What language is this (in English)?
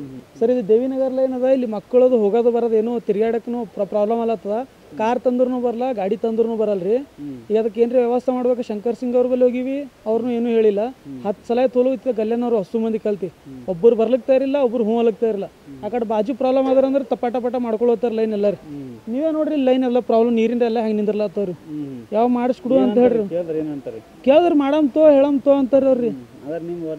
Kannada